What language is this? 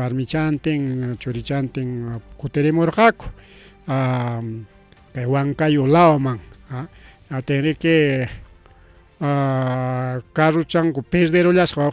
Ayacucho Quechua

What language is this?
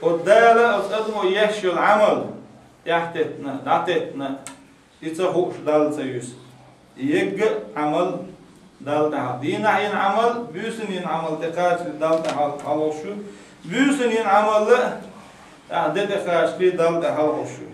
Chechen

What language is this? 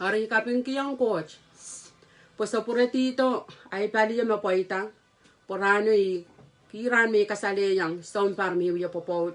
Pohnpeian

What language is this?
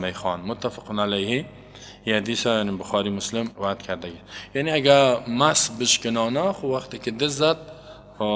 Persian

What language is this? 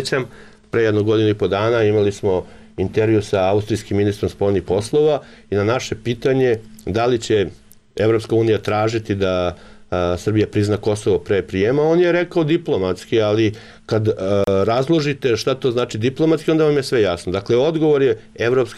Serbian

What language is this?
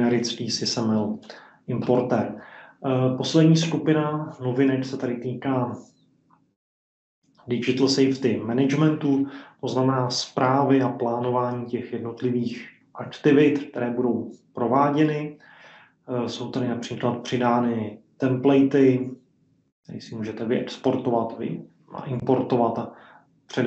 Czech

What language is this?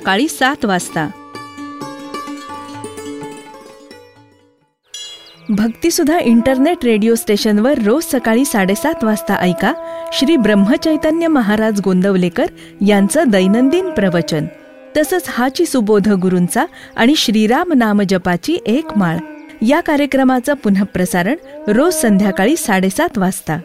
Marathi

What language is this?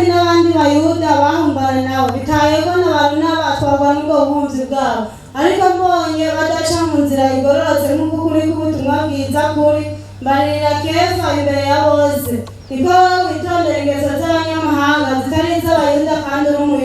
Rundi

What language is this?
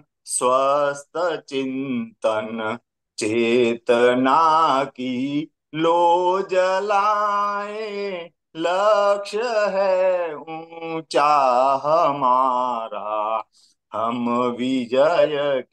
Hindi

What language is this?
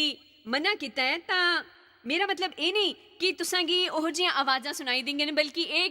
Dogri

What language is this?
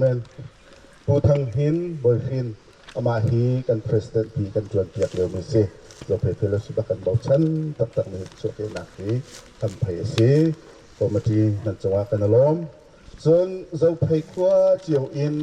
Hakha Chin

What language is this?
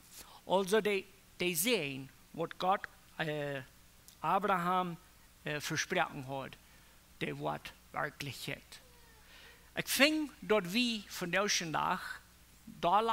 Plautdietsch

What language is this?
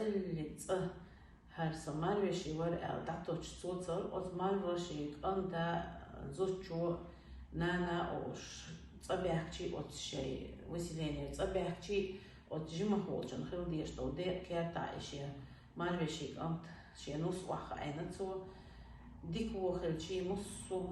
Chechen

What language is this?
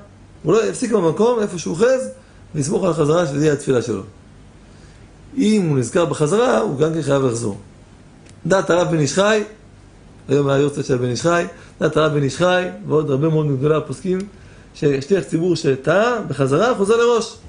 Hebrew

